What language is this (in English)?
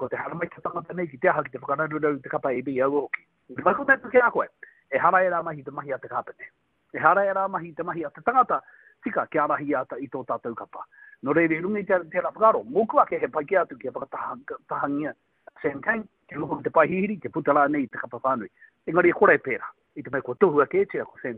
Māori